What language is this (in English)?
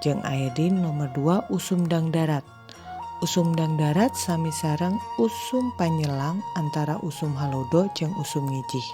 Sundanese